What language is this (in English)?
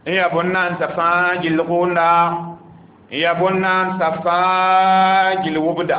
Mossi